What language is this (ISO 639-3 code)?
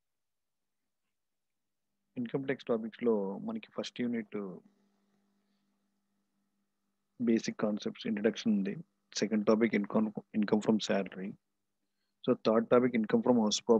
tel